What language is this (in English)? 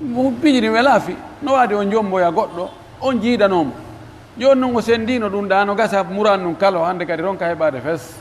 Pular